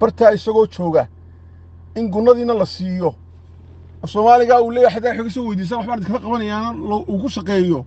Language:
Somali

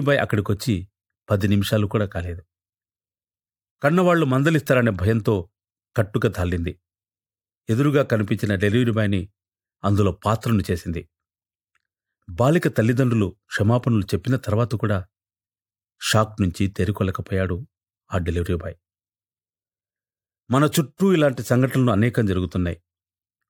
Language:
Telugu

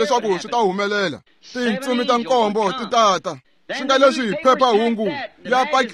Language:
Tsonga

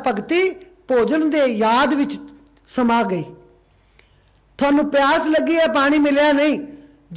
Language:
Punjabi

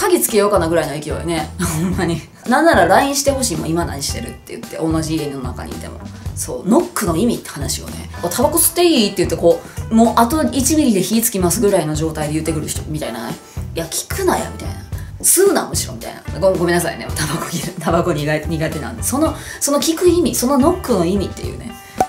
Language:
Japanese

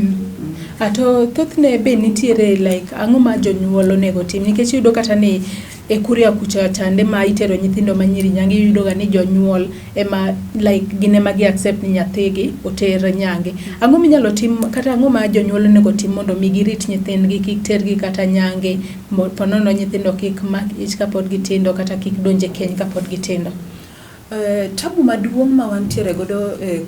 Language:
Luo (Kenya and Tanzania)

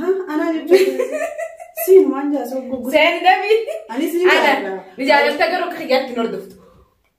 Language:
Oromo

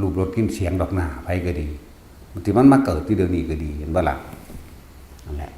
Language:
Northeastern Thai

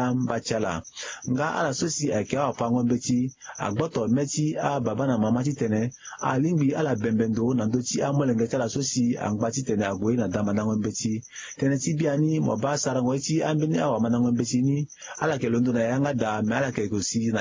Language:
Sango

